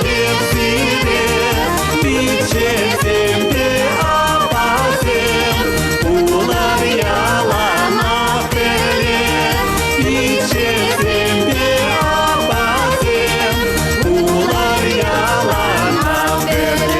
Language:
Chuvash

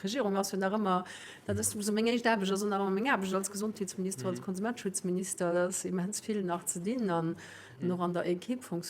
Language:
Luxembourgish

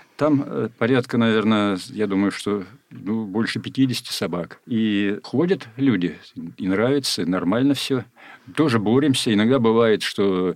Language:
Russian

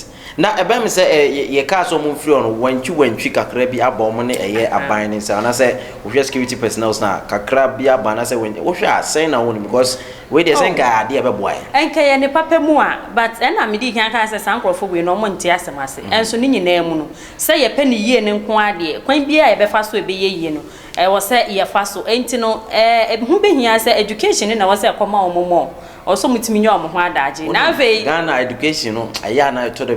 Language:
Akan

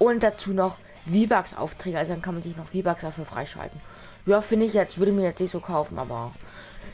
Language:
German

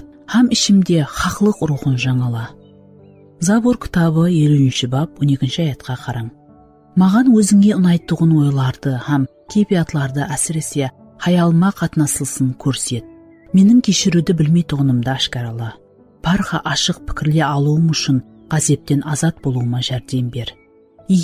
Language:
Kara-Kalpak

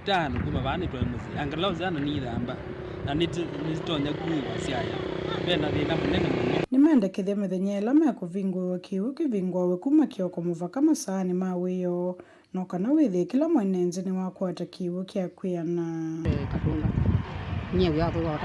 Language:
Kamba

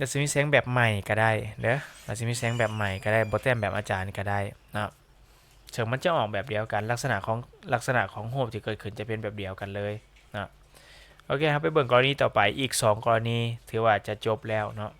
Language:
Lao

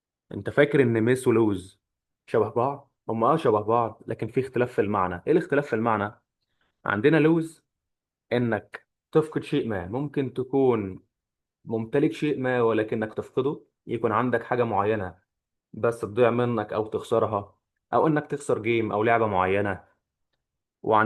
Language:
Egyptian Arabic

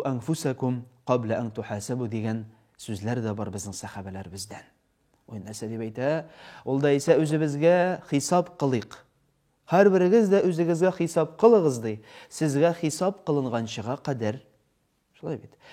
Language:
Tatar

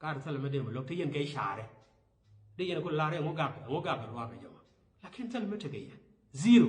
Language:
Nuer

